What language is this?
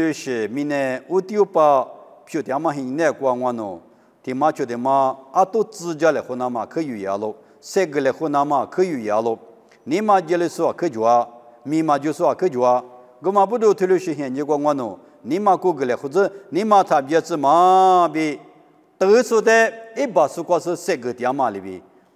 Lisu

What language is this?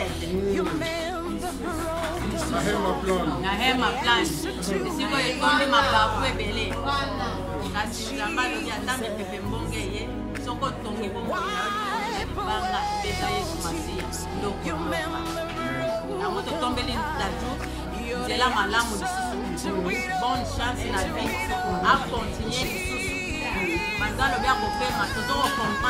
Lingala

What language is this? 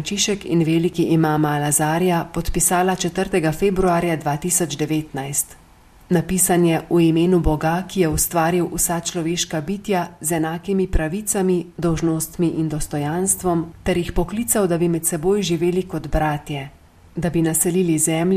Slovenian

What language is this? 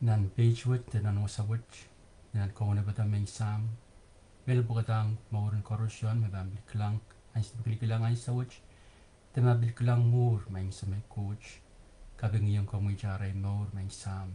Pohnpeian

